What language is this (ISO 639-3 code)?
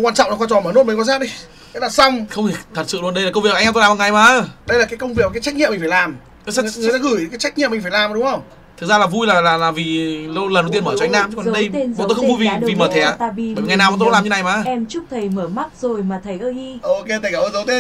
vie